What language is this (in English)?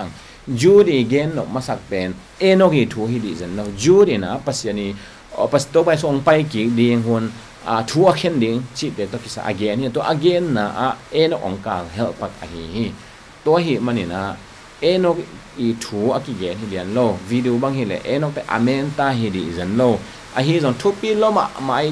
Tedim Chin